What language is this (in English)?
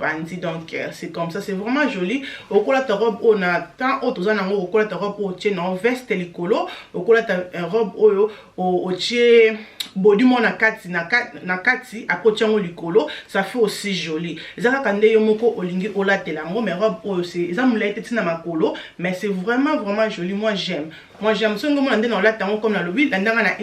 Lingala